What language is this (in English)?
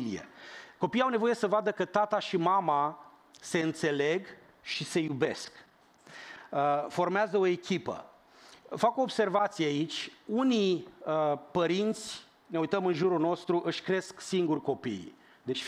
Romanian